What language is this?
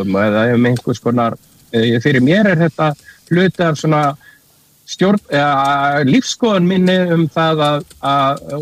Icelandic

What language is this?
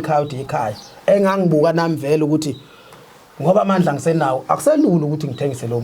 Zulu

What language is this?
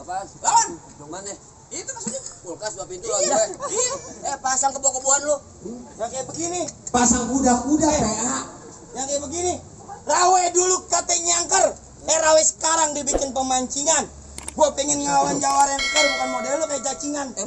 Betawi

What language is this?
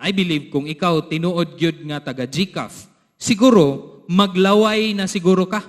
Cebuano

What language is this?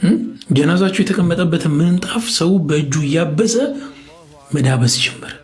Amharic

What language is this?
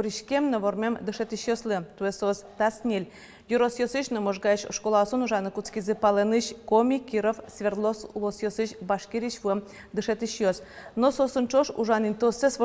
Udmurt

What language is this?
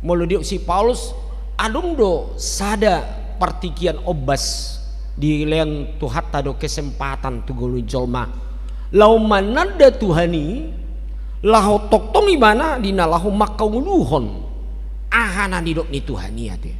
Batak Toba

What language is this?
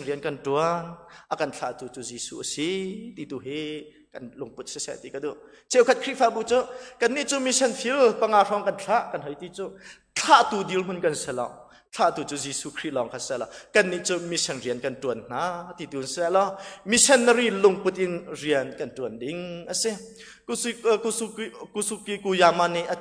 Hakha Chin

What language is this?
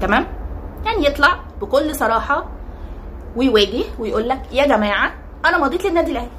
Egyptian Arabic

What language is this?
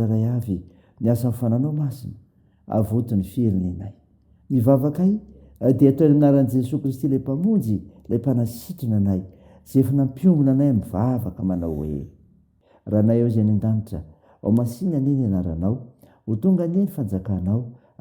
Malagasy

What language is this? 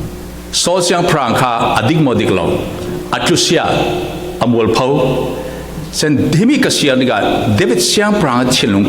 Falam Chin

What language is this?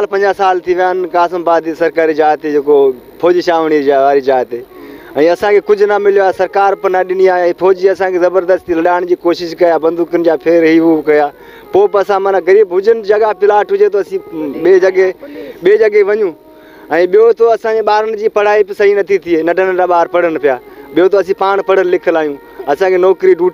Sindhi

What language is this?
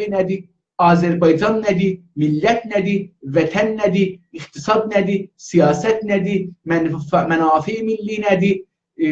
South Azerbaijani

